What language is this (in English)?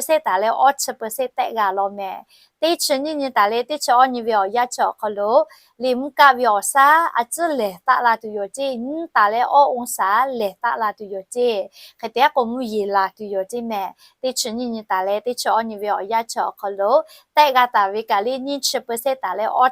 Lahu